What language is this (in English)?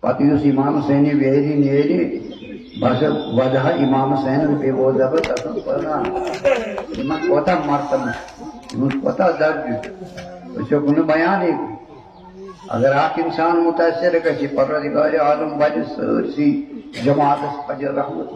Kashmiri